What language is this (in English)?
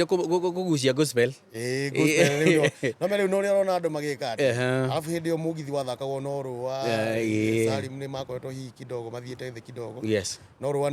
Kikuyu